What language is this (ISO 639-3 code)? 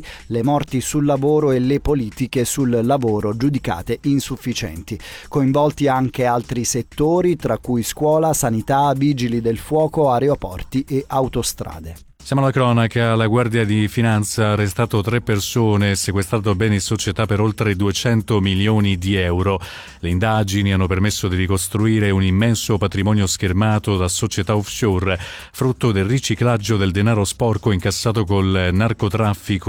ita